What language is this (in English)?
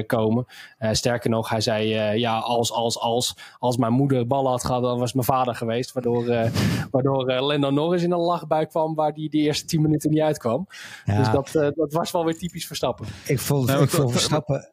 Dutch